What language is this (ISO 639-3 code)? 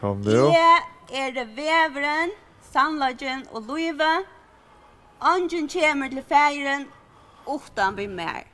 fao